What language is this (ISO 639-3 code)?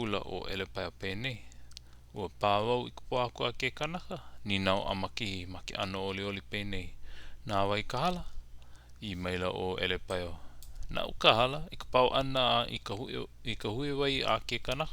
haw